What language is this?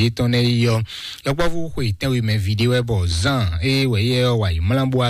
Fon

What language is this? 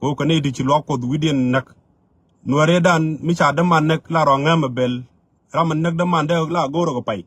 Nuer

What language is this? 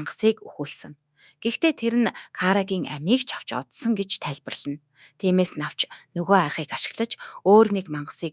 Mongolian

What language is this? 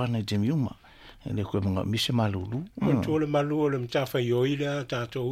Samoan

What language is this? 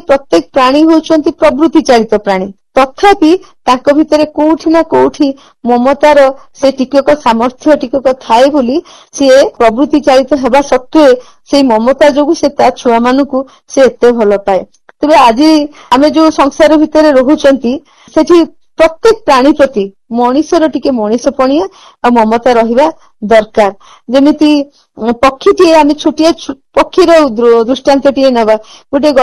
Odia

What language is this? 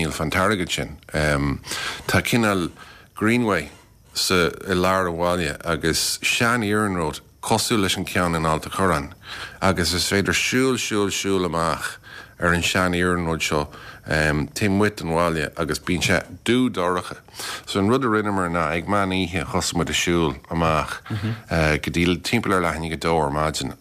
Irish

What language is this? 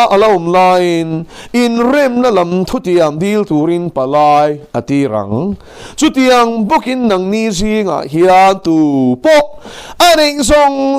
Mizo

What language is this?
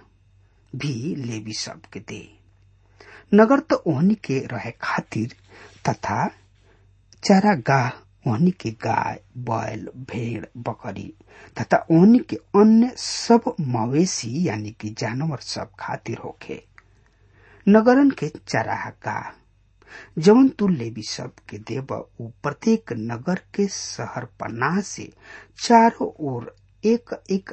Bhojpuri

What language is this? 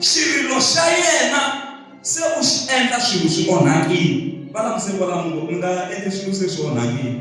Tsonga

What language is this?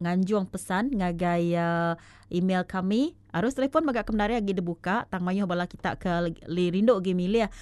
Iban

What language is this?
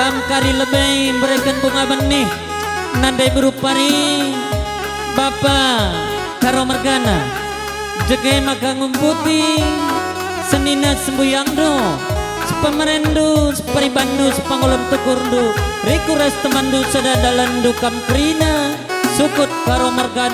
Batak Karo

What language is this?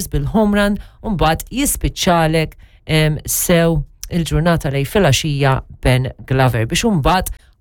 Maltese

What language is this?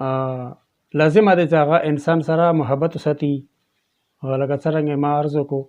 Pashto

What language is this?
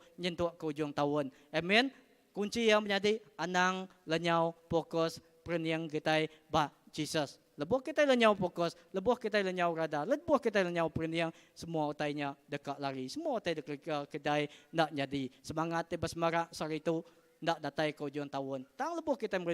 Iban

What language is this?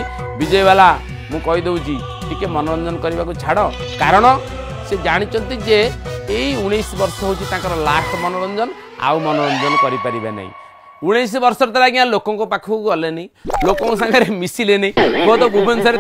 Odia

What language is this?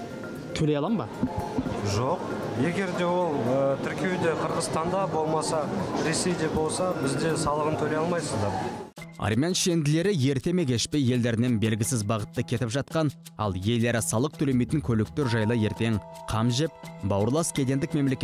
Kazakh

